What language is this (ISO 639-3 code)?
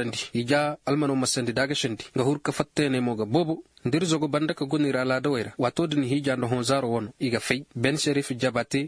dje